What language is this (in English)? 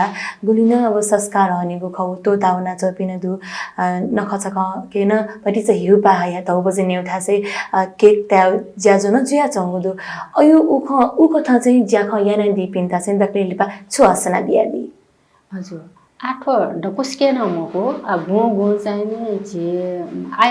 Newari